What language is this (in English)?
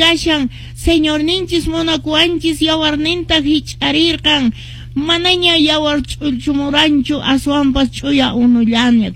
Quechua